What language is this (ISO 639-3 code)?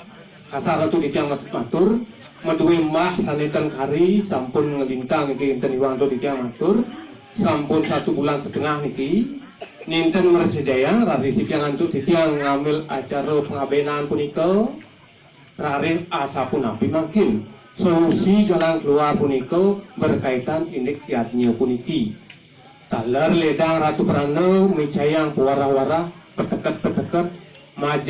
ban